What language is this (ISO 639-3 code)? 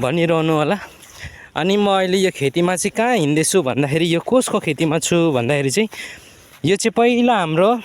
nep